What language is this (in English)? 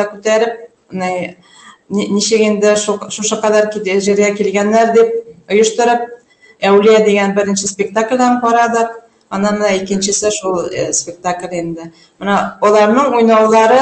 Bashkir